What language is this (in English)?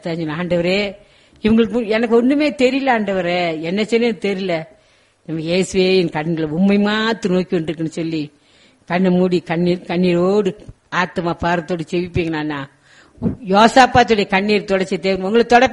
Tamil